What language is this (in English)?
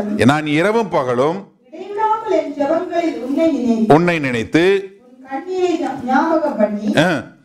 Tamil